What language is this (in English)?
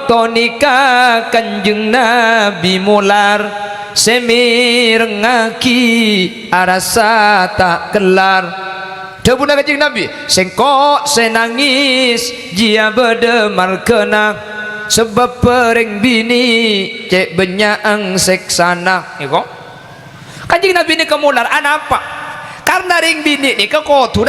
Madurese